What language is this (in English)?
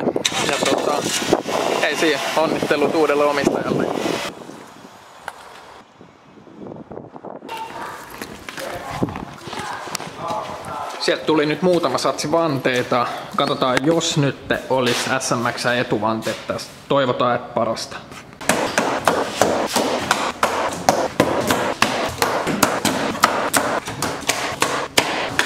Finnish